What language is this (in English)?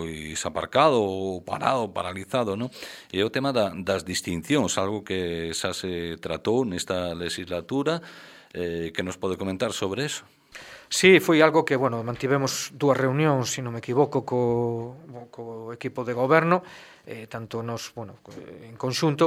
Galician